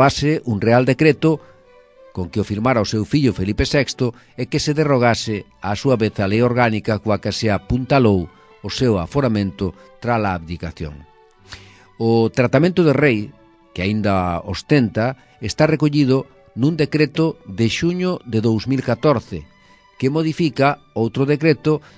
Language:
Galician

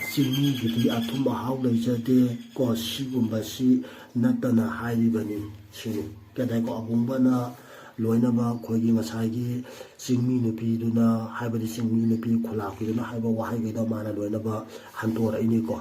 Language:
Manipuri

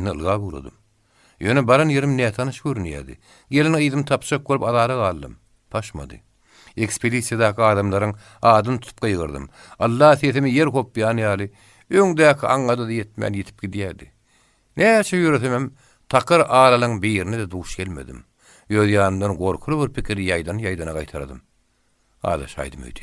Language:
Turkmen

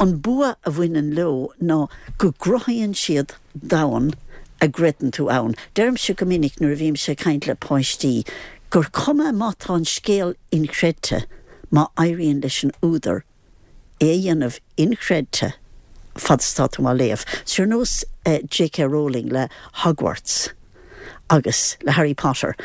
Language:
Irish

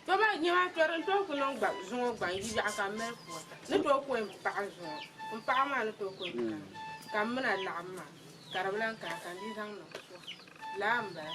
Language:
Dagbani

